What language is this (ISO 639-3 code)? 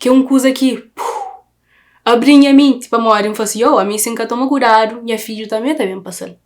kea